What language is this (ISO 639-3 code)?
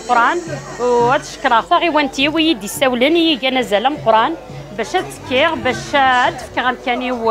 kab